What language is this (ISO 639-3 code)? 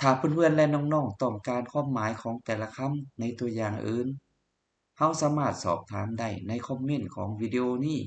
lao